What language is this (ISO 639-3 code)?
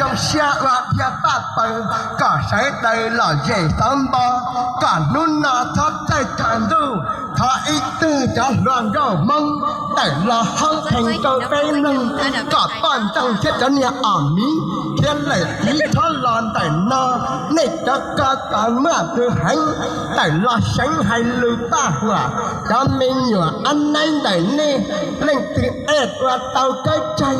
hmn